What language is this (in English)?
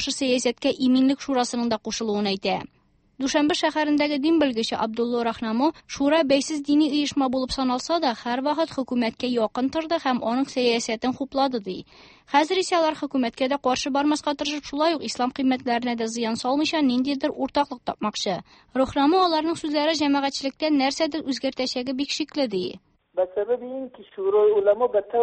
Tatar